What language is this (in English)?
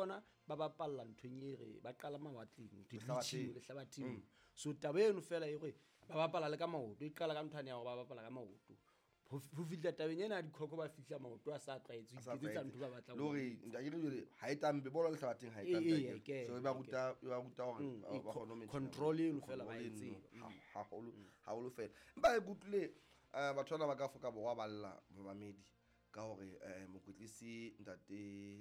Southern Sotho